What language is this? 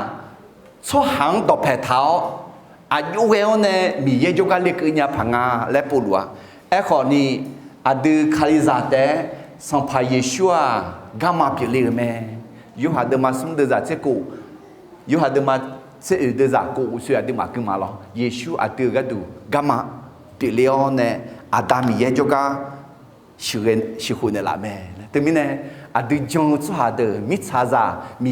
Akha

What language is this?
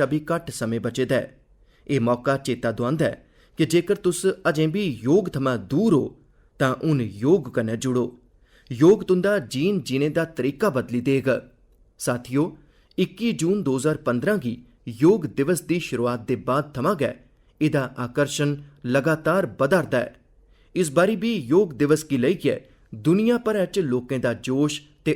Dogri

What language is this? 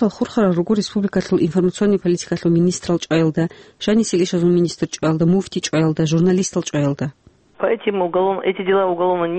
Avaric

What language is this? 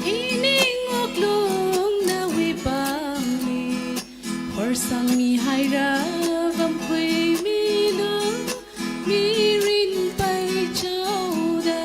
Tangkhul Naga (India)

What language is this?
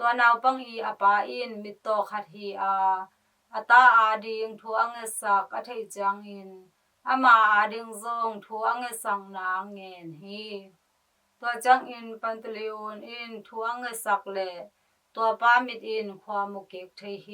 Tedim Chin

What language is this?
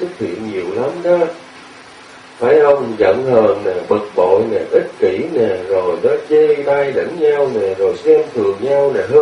Vietnamese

